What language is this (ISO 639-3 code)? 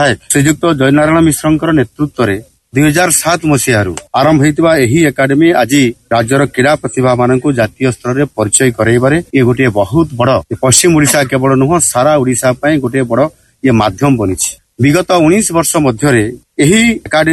ori